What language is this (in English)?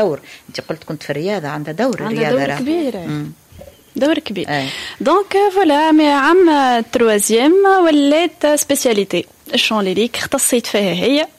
Tunisian Arabic